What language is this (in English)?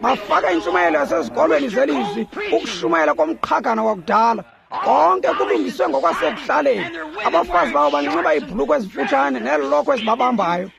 Xhosa